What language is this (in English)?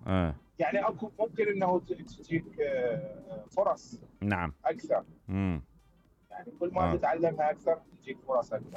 Mesopotamian Arabic